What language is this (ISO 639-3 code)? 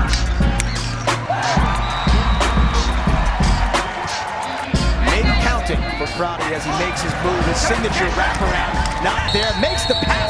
eng